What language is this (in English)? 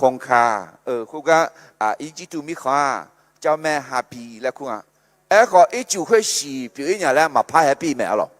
Akha